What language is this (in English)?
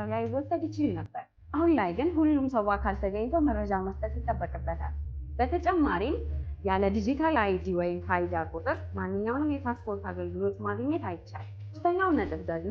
Amharic